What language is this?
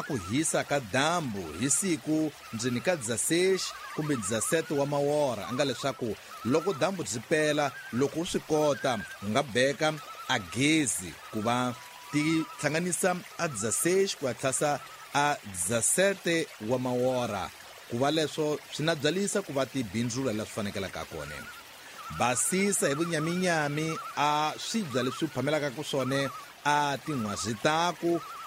Tsonga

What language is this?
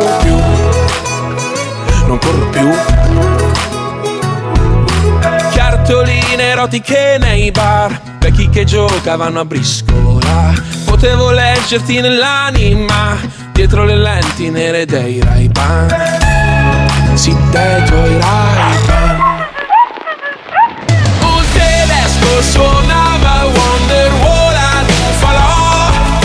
Italian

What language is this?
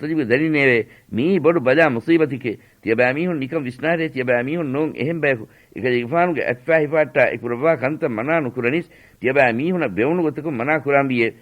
Divehi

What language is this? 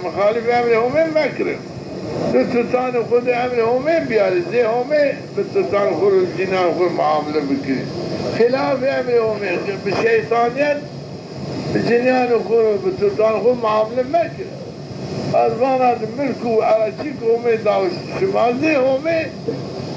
Zaza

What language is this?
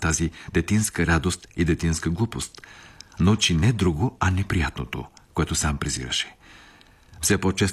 Bulgarian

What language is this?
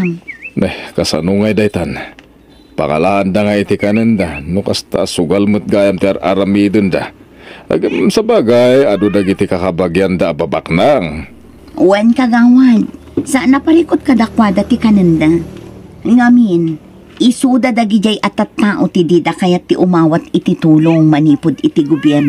Iloko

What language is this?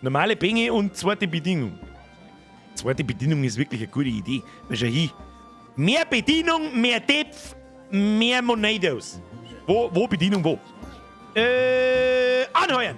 Bavarian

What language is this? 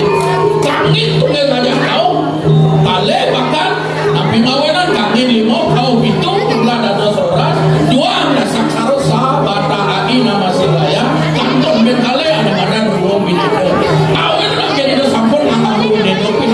Balinese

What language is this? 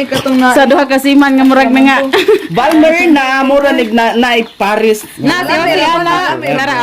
Cebuano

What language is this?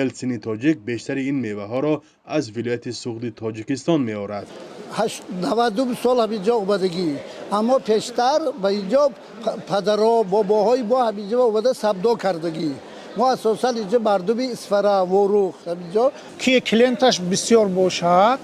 Tajik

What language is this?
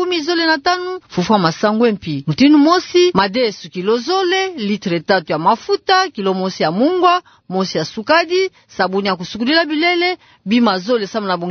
Kituba (Democratic Republic of Congo)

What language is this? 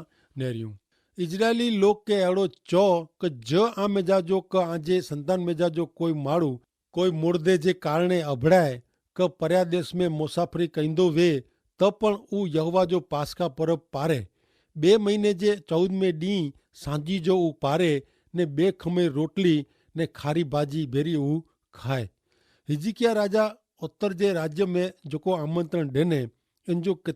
Kachhi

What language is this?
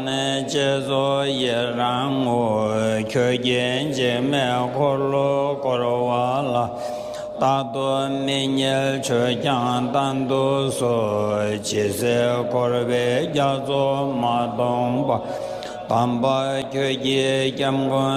Tibetan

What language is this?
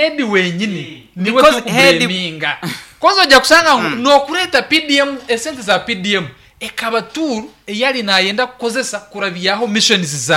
Nyoro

